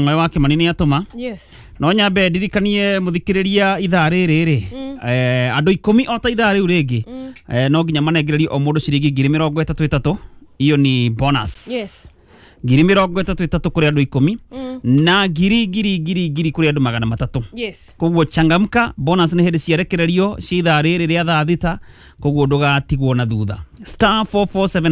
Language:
Kikuyu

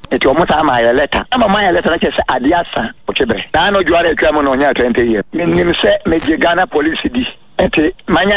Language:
Akan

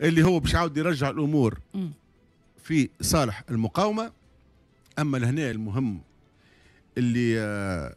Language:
Tunisian Arabic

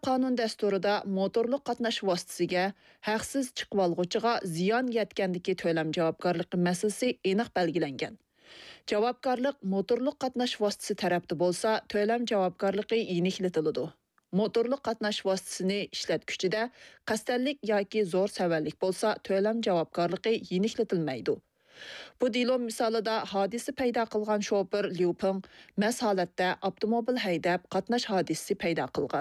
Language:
Uyghur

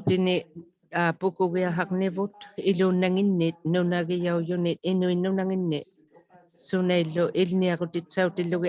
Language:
Inuktitut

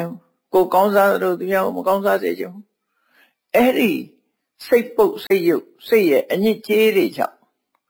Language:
Burmese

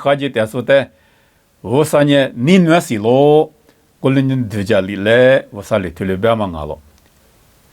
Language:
Lisu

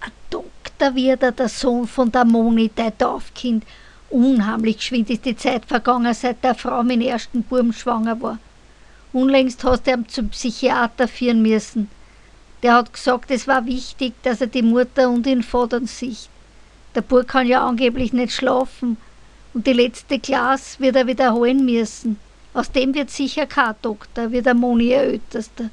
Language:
Bavarian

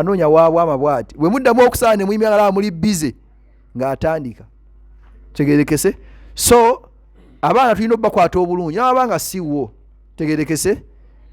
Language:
Ganda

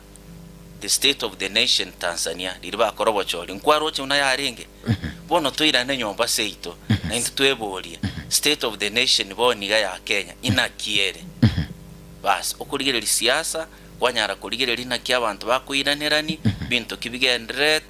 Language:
Gusii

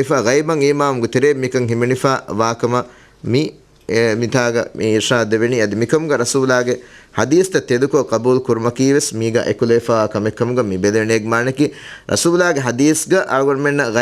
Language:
Divehi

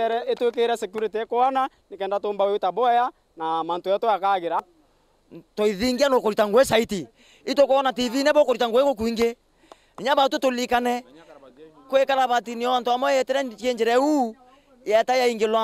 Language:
Meru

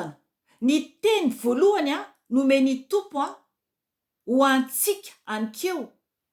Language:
Malagasy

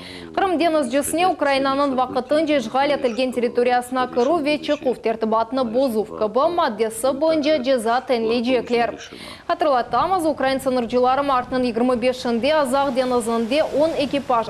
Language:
Crimean Tatar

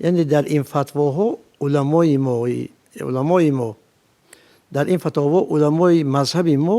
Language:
Tajik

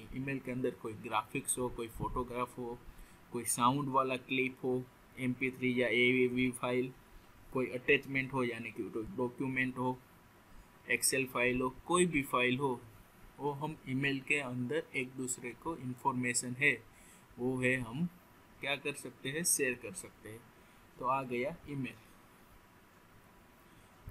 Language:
Hindi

